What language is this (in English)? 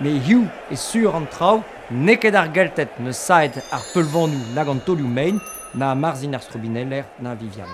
Breton